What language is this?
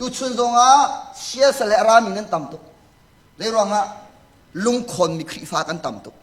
Hakha Chin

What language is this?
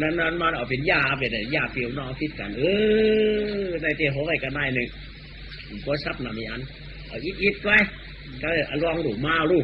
Shan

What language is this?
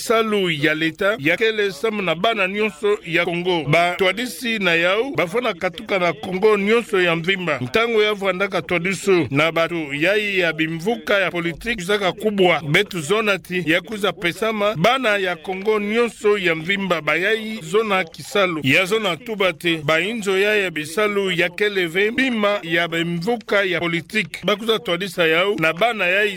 Kituba (Democratic Republic of Congo)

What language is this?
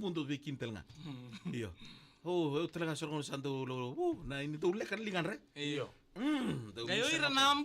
Fijian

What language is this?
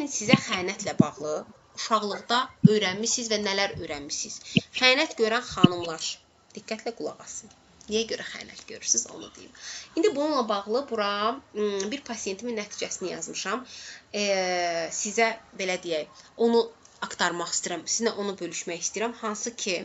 Azerbaijani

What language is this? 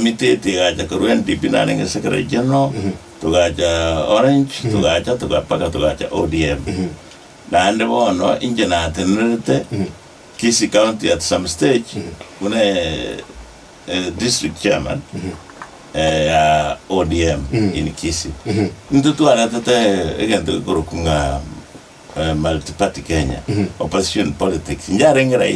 Gusii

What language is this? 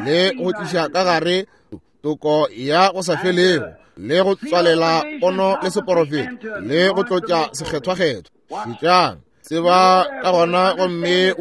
Northern Sotho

